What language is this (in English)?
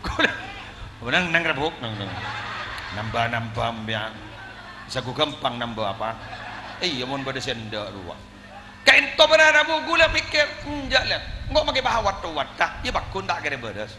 Madurese